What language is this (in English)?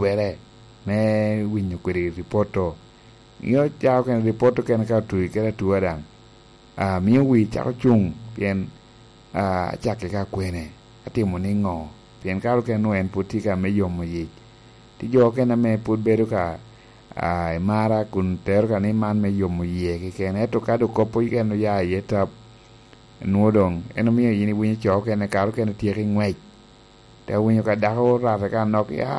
Lango (Uganda)